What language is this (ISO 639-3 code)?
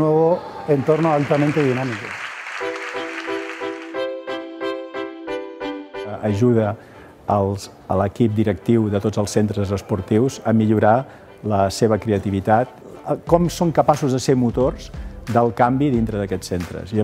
cat